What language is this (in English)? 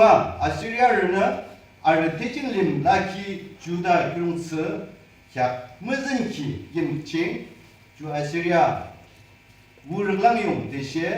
Yimchungru Naga